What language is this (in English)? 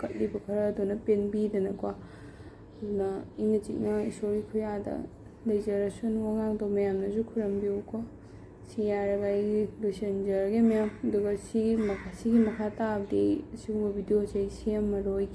Manipuri